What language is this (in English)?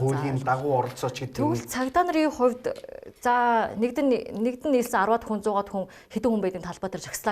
Mongolian